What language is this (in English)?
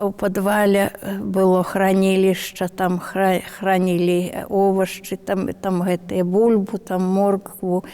Belarusian